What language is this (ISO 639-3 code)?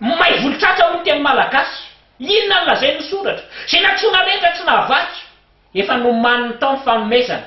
mlg